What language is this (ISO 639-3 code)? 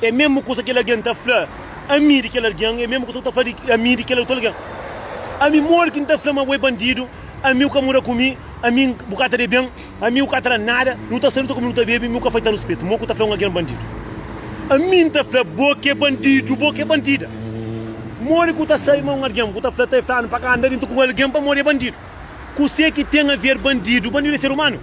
kea